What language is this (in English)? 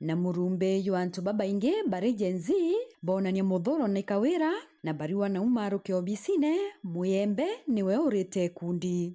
Meru